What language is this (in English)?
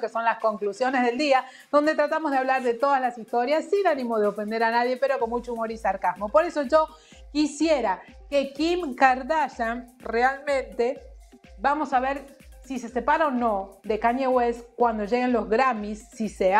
Spanish